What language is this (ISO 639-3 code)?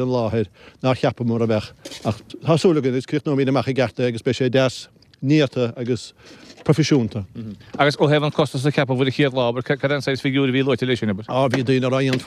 gle